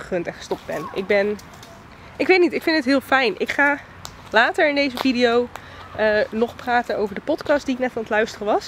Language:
Dutch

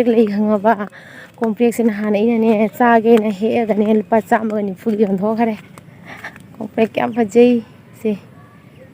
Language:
Manipuri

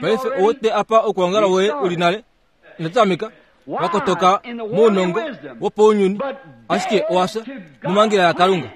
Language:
Kuanyama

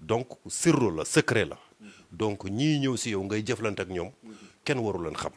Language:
Wolof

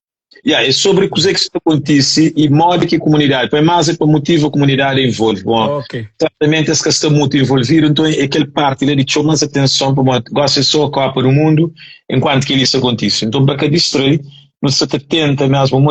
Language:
Kabuverdianu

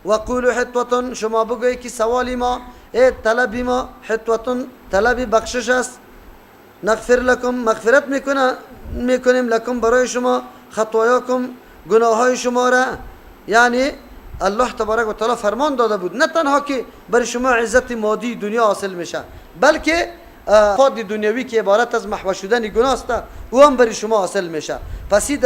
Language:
Persian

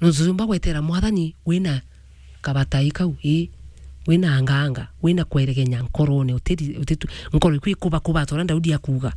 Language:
Meru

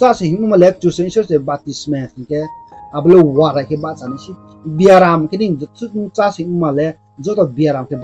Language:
Riang (India)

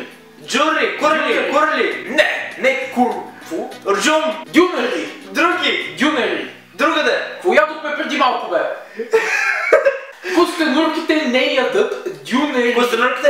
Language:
Bulgarian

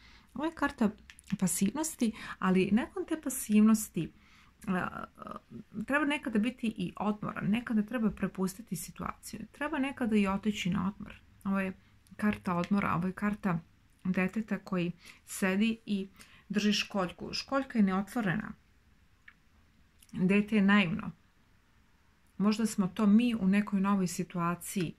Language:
Serbian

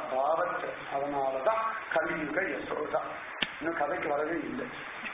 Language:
Tamil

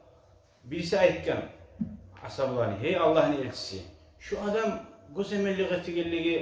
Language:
Kumyk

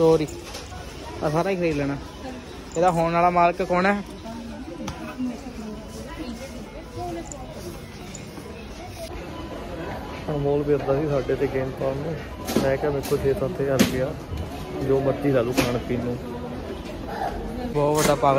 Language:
Punjabi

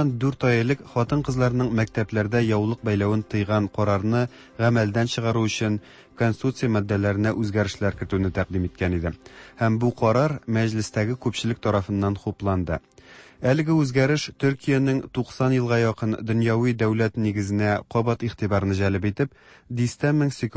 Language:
Tatar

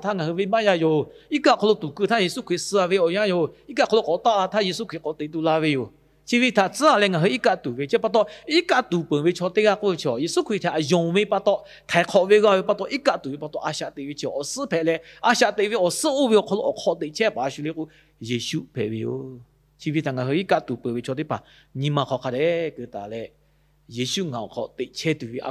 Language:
Lahu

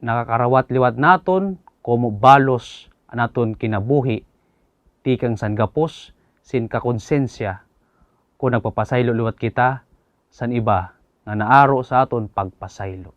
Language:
Waray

